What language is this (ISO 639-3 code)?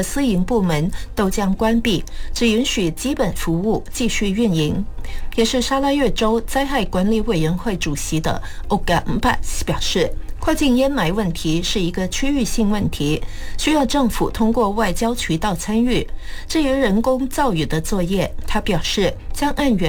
zho